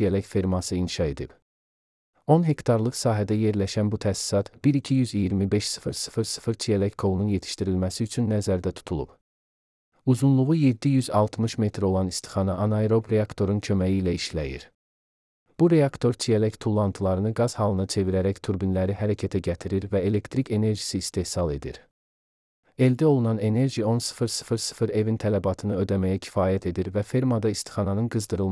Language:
Azerbaijani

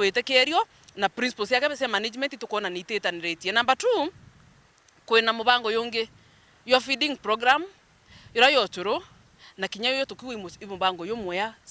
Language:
Meru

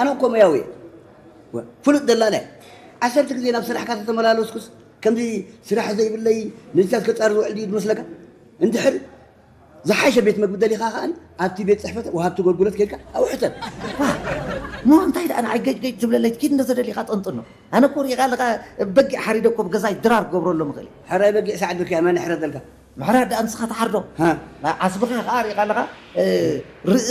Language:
Tigrinya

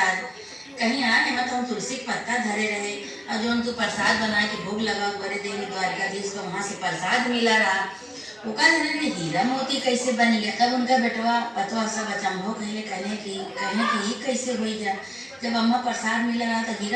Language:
Awadhi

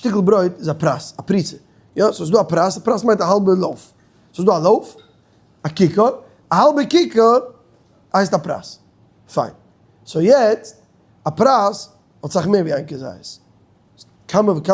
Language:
Yiddish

